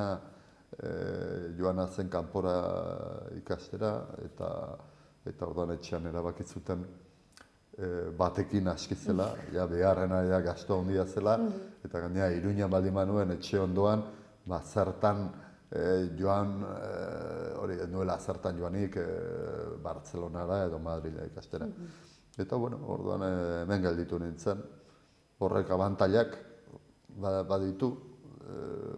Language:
Basque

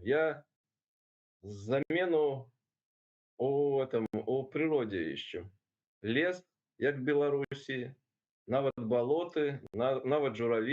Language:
Belarusian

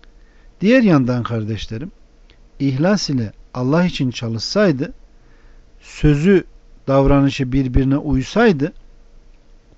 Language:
Turkish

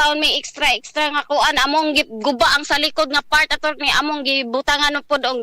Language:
Cebuano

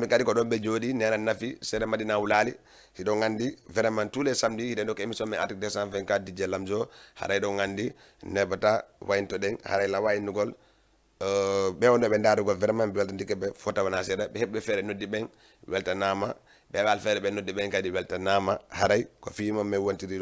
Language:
Fula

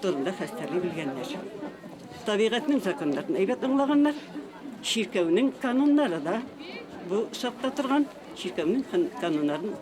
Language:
Bashkir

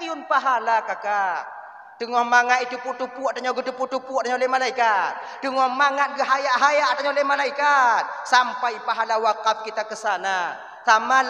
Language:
Achinese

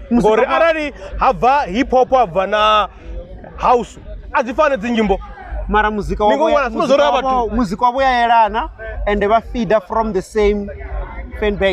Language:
Venda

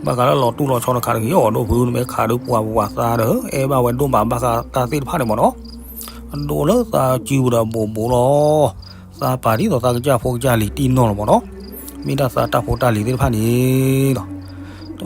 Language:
S'gaw Karen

